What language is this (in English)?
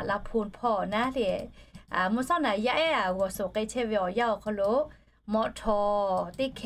Lahu